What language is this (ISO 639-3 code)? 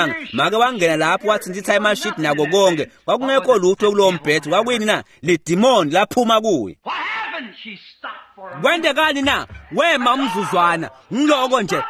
ssw